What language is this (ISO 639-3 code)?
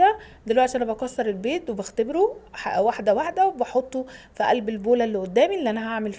arz